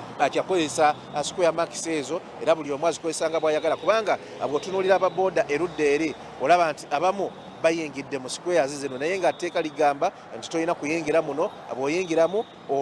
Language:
Ganda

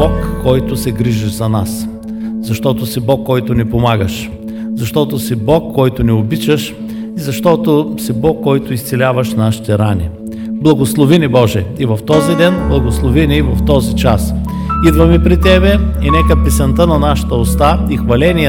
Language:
Bulgarian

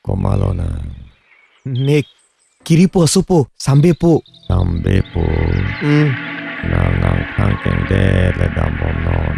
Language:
Karbi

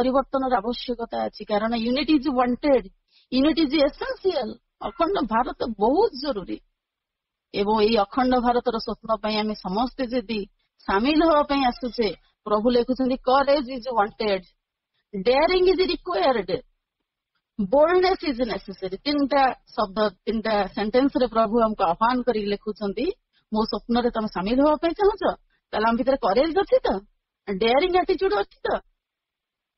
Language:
Odia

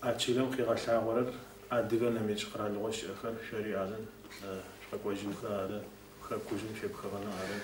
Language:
Adyghe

